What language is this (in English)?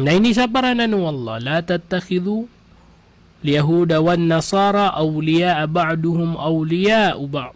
Maranao